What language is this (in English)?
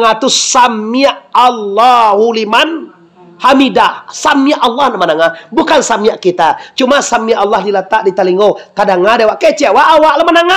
Minangkabau